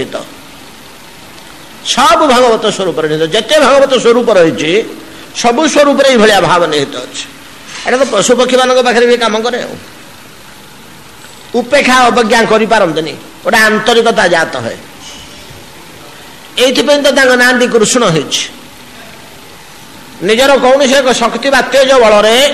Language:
Odia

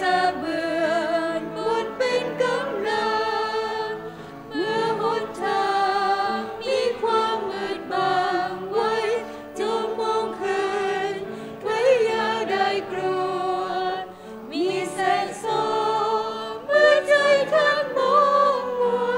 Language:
Thai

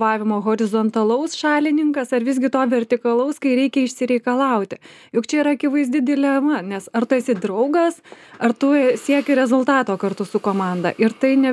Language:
Lithuanian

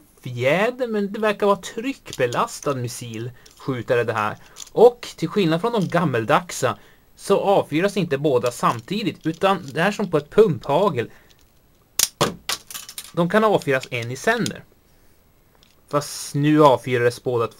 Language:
Swedish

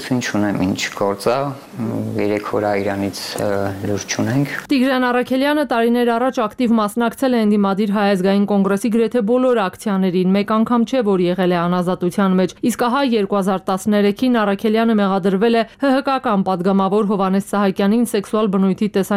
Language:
Armenian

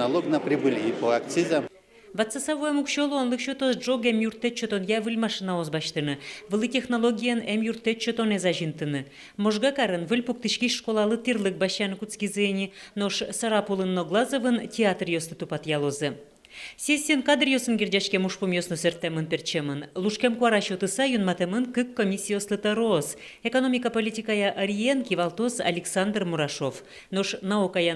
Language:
Udmurt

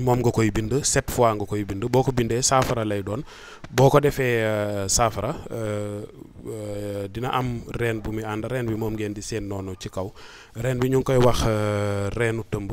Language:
Wolof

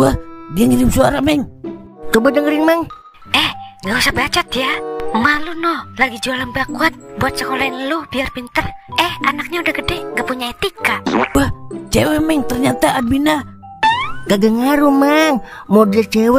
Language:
Betawi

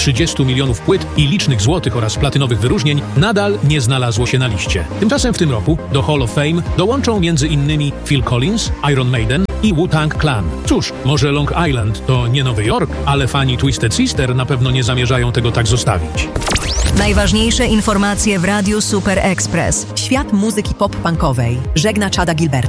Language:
Polish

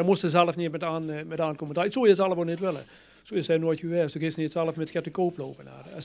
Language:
Limburgish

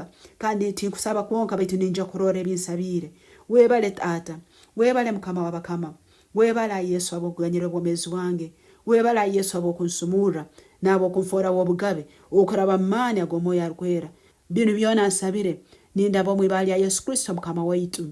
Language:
Nyankole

